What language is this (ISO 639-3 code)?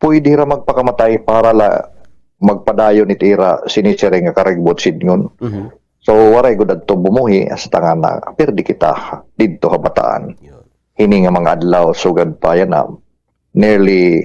war